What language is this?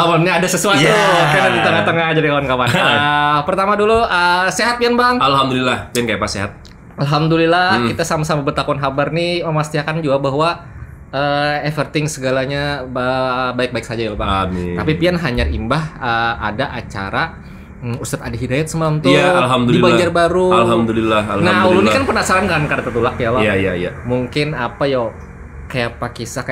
Banjar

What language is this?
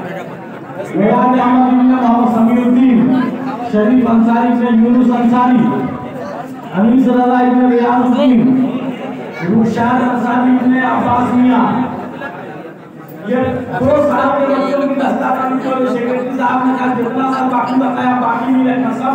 Hindi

